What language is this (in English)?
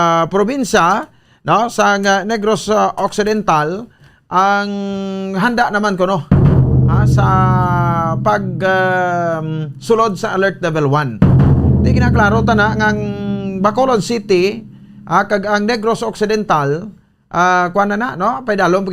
Hiligaynon